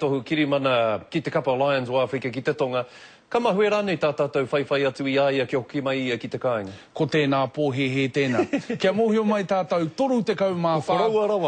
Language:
Māori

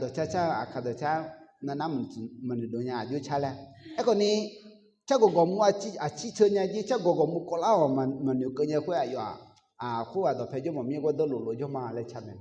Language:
Akha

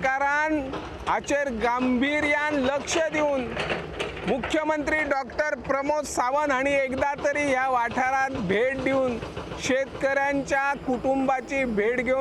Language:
Konkani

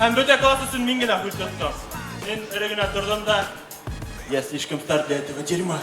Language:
Bashkir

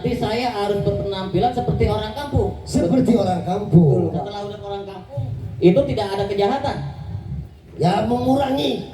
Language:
Betawi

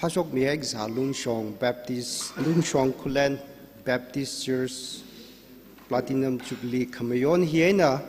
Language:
Tangkhul Naga (India)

